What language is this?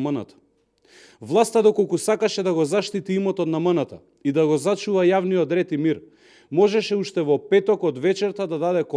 Macedonian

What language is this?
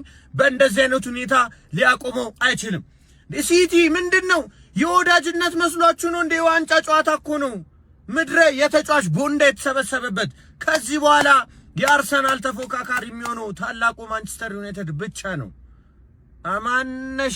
Amharic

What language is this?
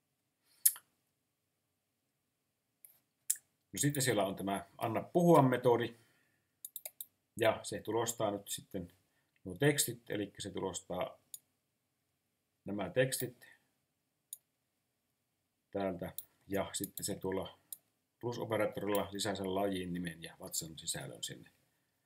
Finnish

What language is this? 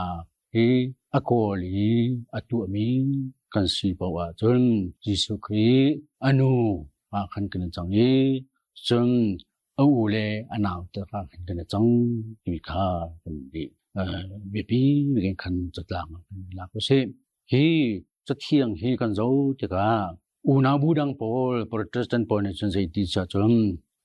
Hakha Chin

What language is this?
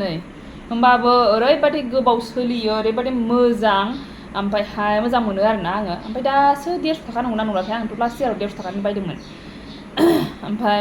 Bodo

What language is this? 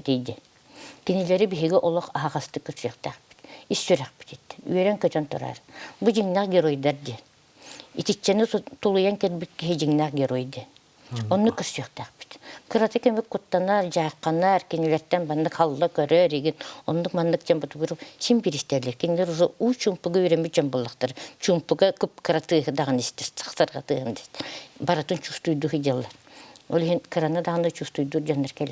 Yakut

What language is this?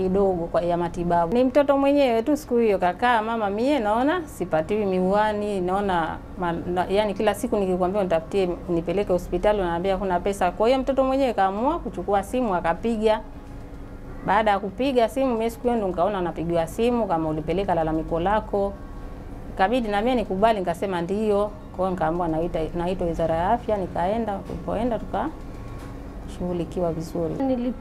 Swahili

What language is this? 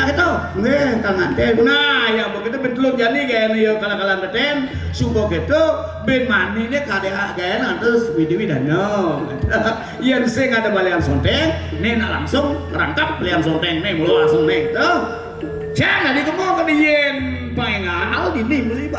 Balinese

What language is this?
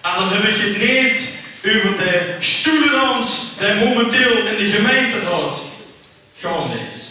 Limburgish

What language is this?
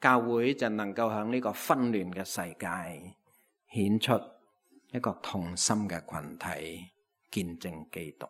Cantonese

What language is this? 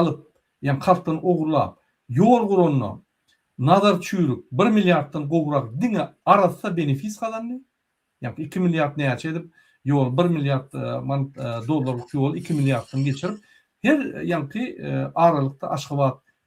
Turkmen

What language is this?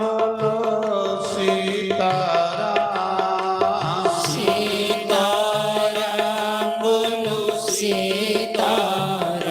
Dogri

